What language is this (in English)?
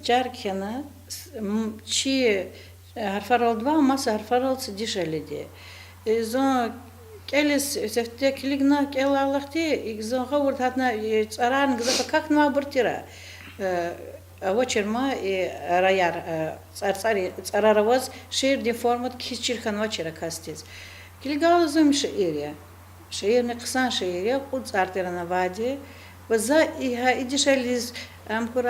Lezghian